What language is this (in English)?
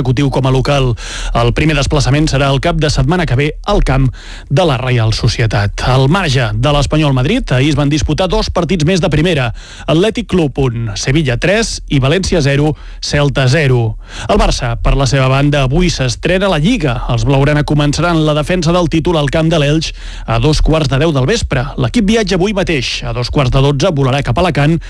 Catalan